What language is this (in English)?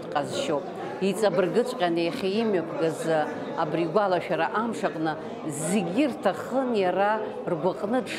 Abkhazian